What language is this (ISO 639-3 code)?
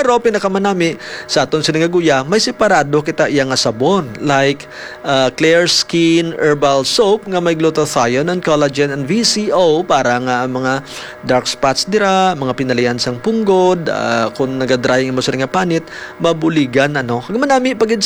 hil